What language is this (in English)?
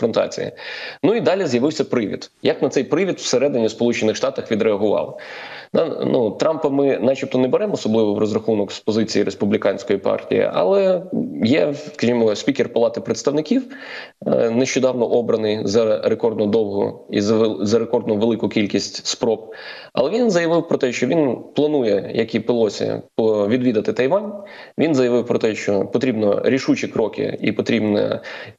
Ukrainian